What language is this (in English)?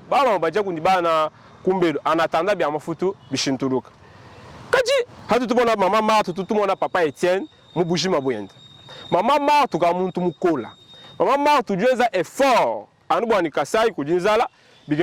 Luba-Lulua